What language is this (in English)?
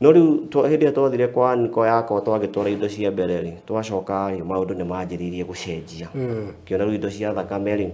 Kikuyu